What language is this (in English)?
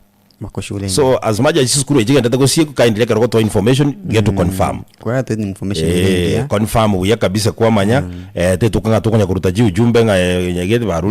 Gusii